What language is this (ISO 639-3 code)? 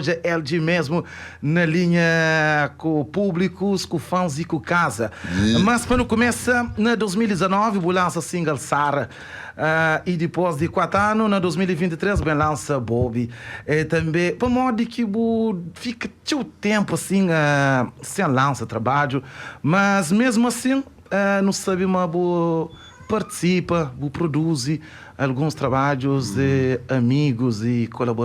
kea